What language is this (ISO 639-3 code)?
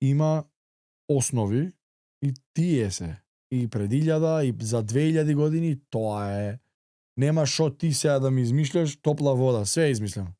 mkd